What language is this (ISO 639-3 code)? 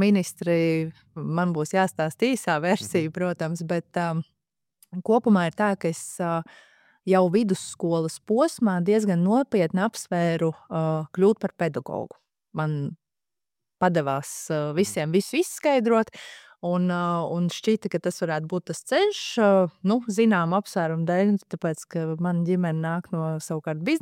lav